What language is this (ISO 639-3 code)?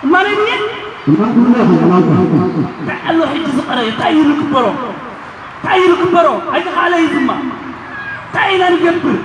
tir